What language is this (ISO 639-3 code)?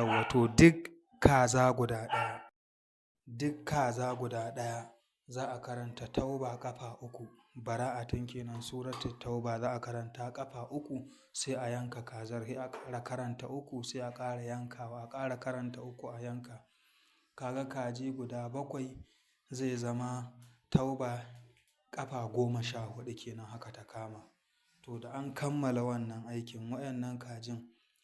hau